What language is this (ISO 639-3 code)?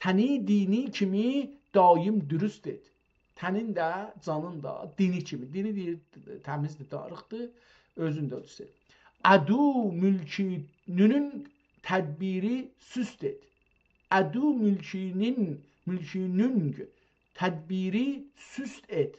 azb